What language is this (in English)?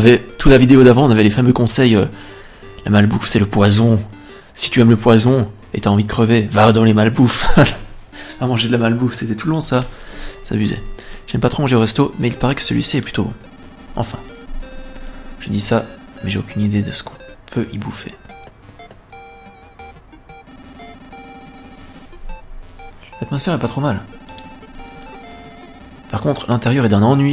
French